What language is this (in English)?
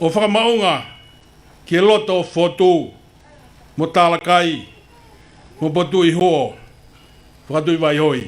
Tongan